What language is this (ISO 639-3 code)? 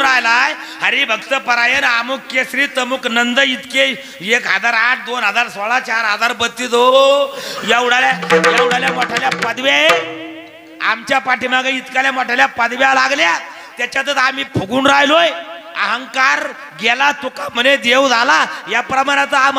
mar